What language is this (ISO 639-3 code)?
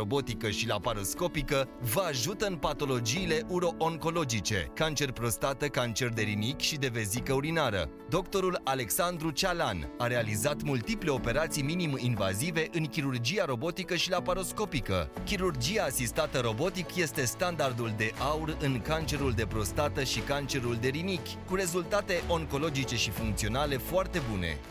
ron